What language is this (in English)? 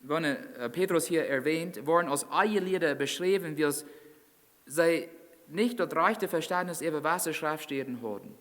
Plautdietsch